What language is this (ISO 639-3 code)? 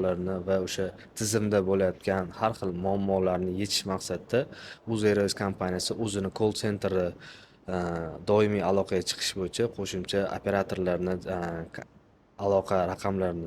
uzb